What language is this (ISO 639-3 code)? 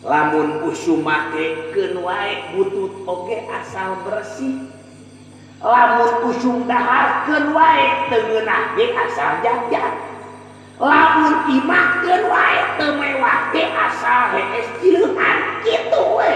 sun